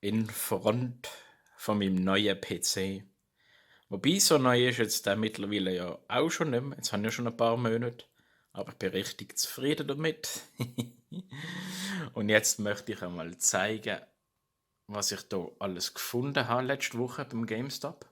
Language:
Swiss German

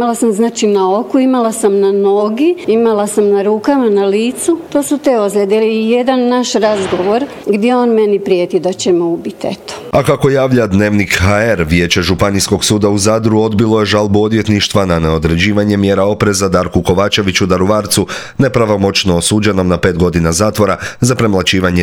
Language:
Croatian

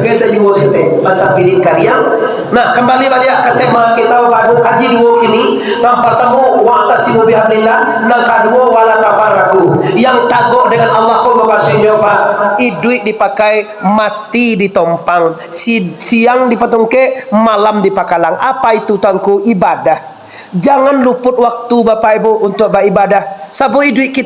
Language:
Minangkabau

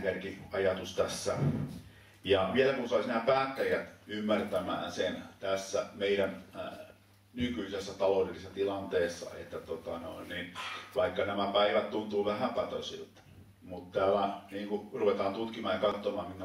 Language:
Finnish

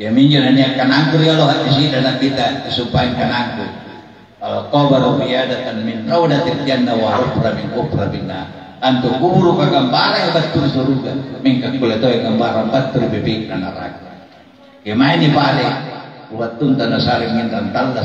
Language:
Makasar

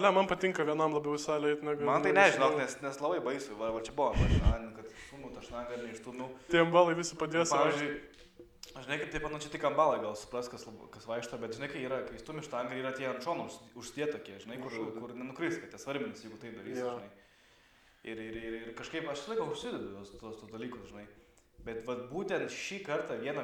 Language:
Lithuanian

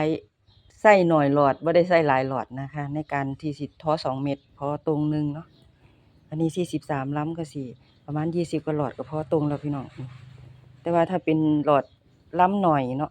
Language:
Northeastern Thai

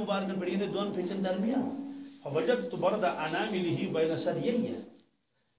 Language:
Kashmiri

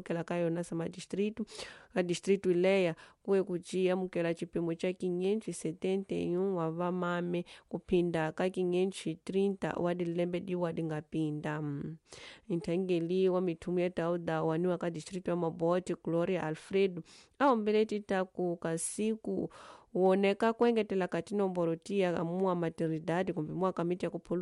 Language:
Tsonga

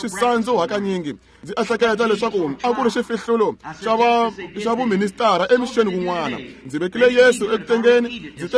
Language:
Tsonga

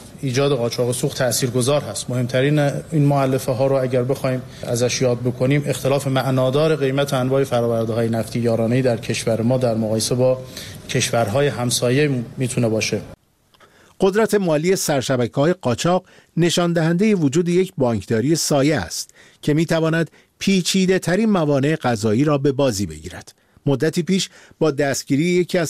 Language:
Persian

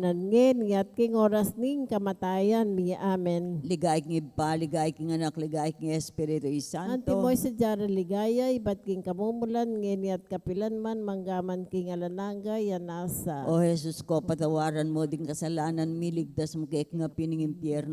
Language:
Pampanga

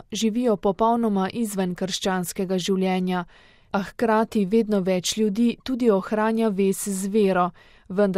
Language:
Slovenian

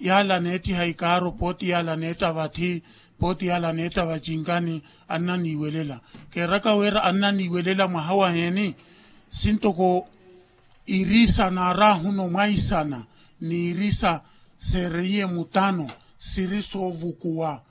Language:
Makhuwa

